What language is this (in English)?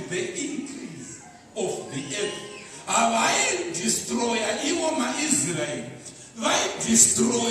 Shona